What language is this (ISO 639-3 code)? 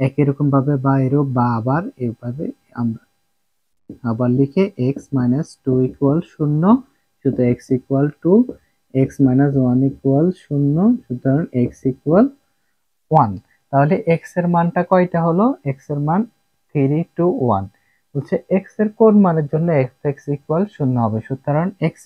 ben